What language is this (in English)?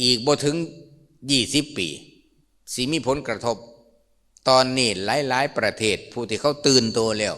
Lao